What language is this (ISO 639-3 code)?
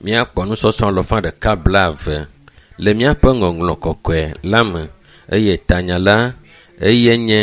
ewe